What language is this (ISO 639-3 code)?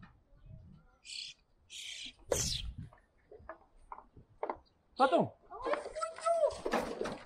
afr